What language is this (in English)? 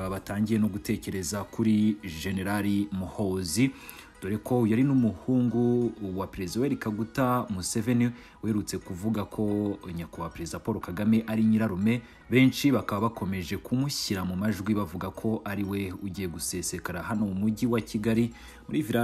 Kinyarwanda